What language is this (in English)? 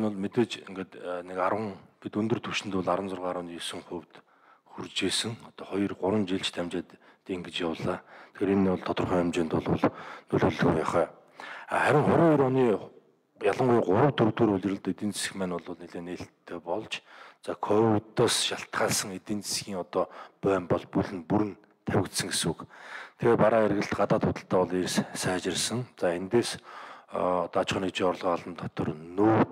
Mongolian